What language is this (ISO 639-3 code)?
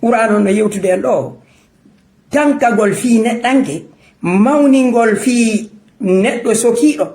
ful